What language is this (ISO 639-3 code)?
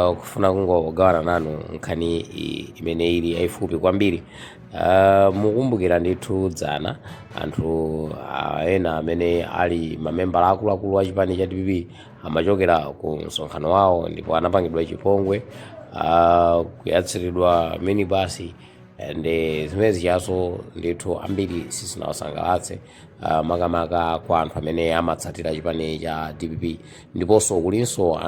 nya